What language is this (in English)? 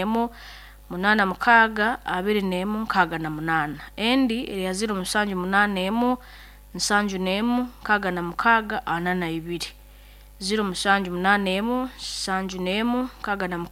Nyoro